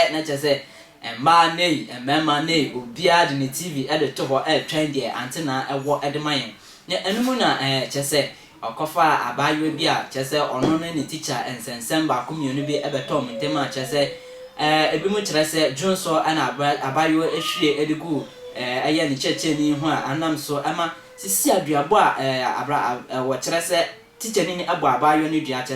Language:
Akan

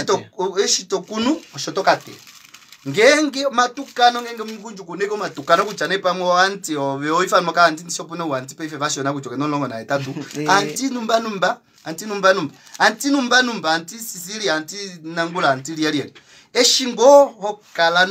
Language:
Kuanyama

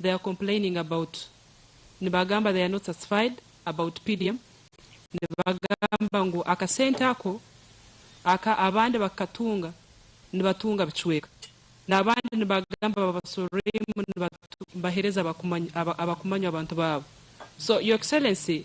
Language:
Nyankole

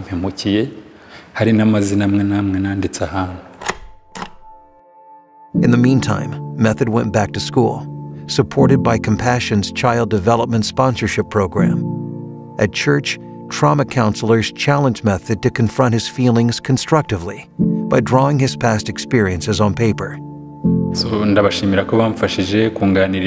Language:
Kinyarwanda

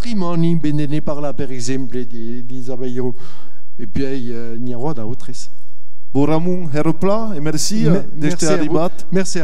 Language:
Occitan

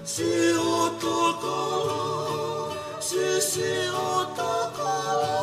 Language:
Tongan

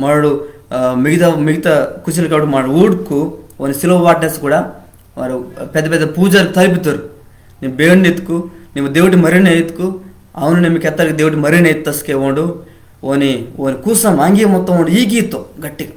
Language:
Koya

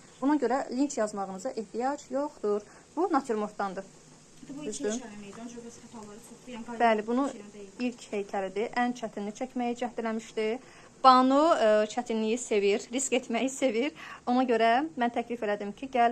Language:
Azerbaijani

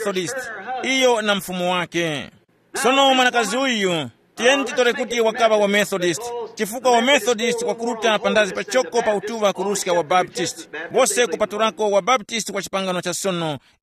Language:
Tumbuka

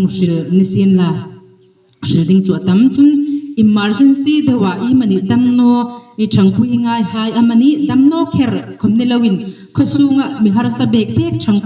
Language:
Hmar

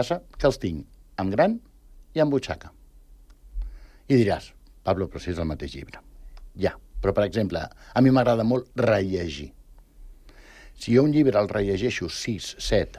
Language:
Catalan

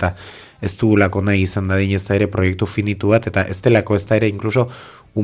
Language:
Basque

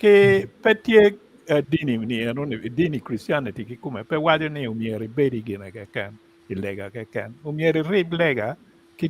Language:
Acoli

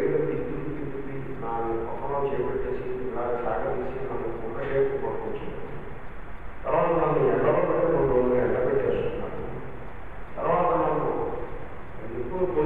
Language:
Telugu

